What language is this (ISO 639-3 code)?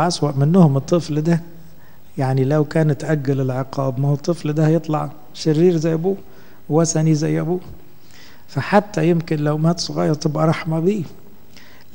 arz